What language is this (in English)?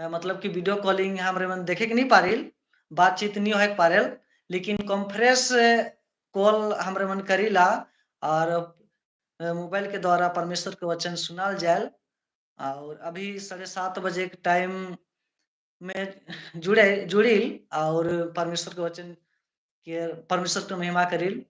Sadri